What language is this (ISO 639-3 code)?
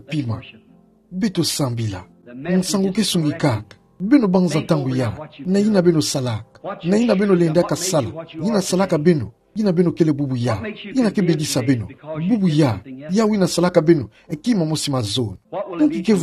ktu